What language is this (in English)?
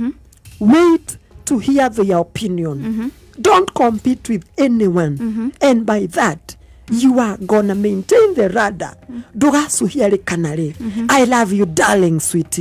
Kikuyu